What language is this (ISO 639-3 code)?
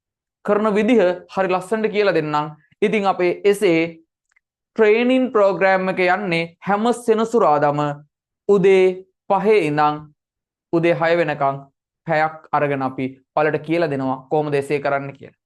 sin